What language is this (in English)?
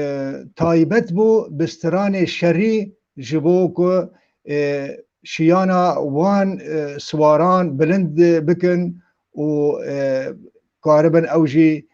Kurdish